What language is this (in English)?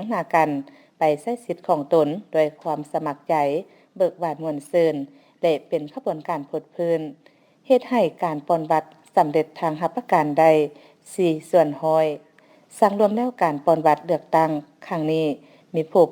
Lao